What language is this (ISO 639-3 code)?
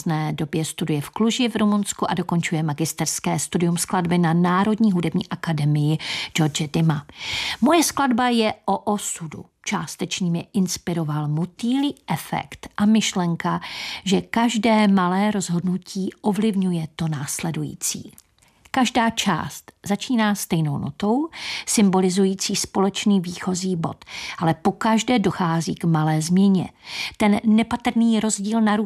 ces